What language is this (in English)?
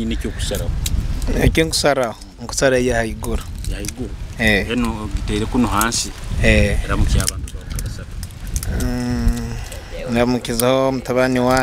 Nyoro